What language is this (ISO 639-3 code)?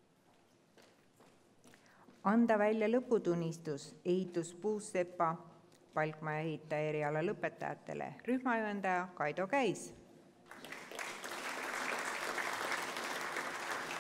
est